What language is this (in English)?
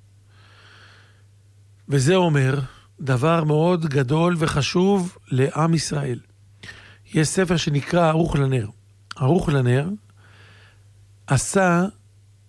Hebrew